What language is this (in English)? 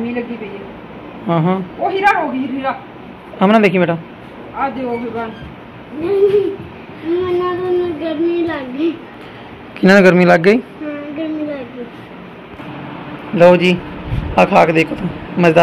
Punjabi